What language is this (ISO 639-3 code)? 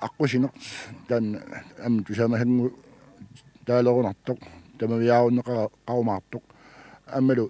kal